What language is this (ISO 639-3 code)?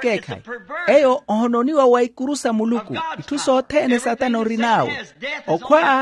vmw